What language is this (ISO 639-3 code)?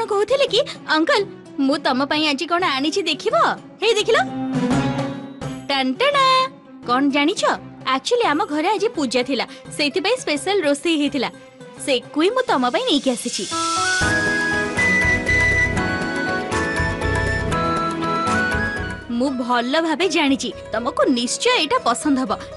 ori